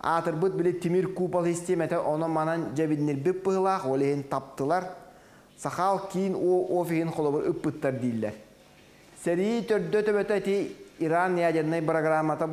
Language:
Yakut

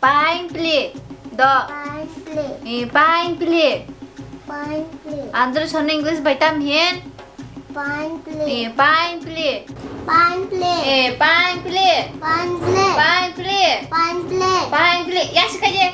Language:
Kok Borok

